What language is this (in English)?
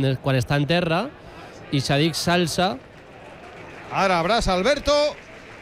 Catalan